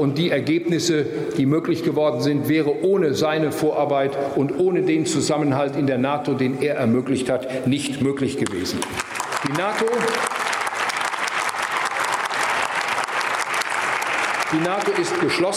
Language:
German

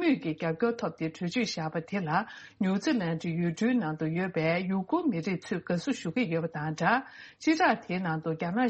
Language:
Tibetan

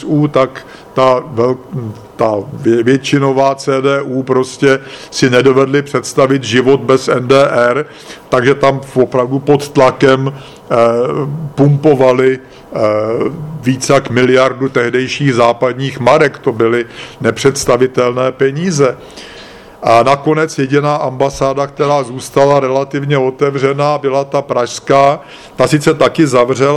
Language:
Czech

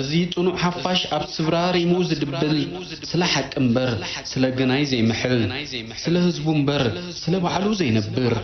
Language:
Tigrinya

